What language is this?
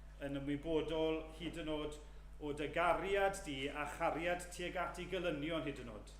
Welsh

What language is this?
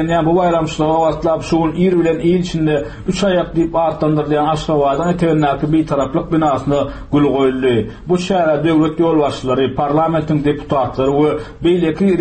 Turkmen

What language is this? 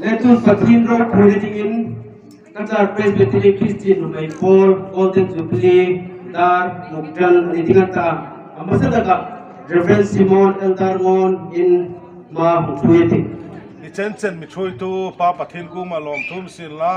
Hmar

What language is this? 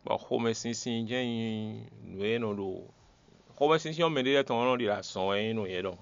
Fon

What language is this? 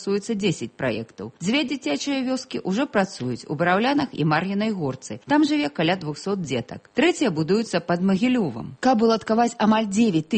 Belarusian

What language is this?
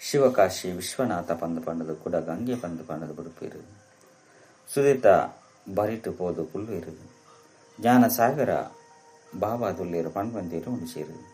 Tulu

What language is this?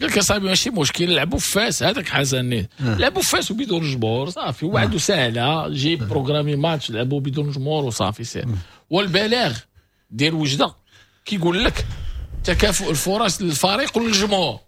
Moroccan Arabic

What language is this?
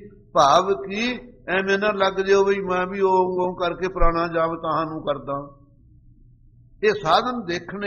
Punjabi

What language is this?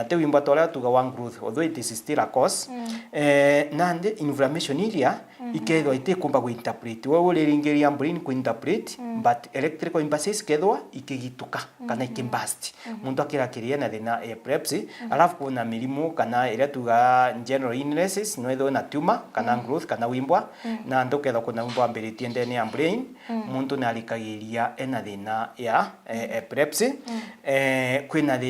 Meru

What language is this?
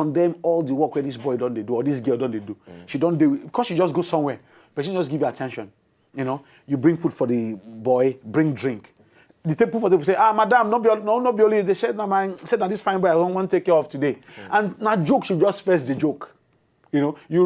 Nigerian Pidgin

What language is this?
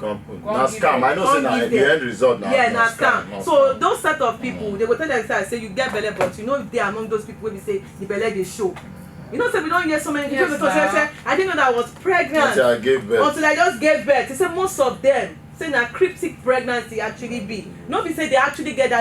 Nigerian Pidgin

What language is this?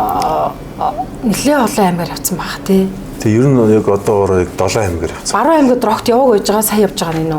Mongolian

